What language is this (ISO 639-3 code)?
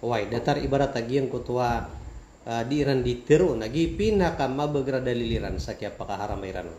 mrw